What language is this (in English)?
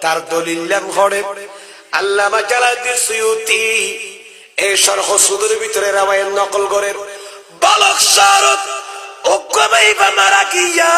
Rohingya